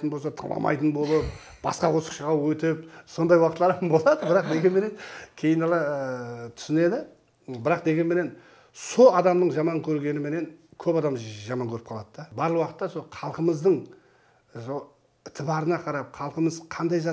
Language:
Kara-Kalpak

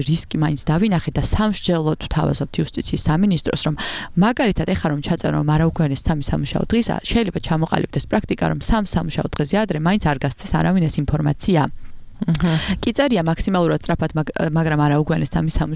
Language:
Georgian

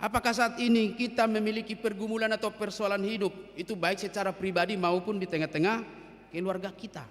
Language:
Batak Toba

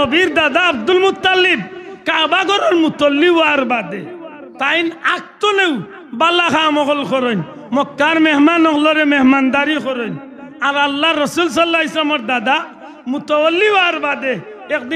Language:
Sylheti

